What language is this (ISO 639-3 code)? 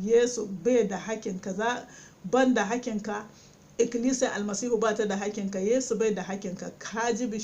hau